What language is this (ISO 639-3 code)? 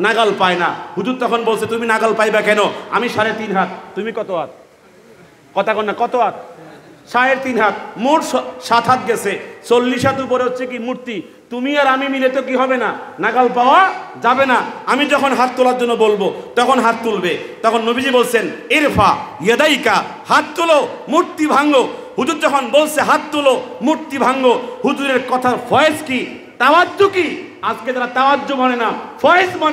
ben